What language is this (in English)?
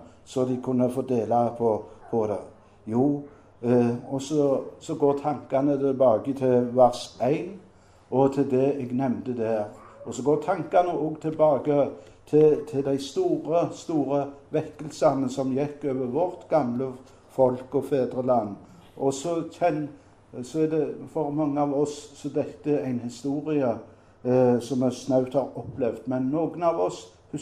Norwegian